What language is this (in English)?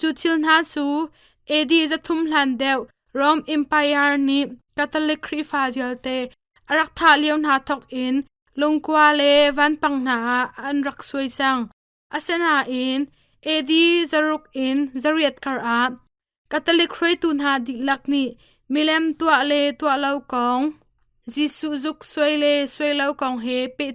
Hakha Chin